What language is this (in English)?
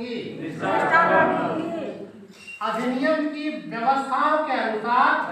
Maithili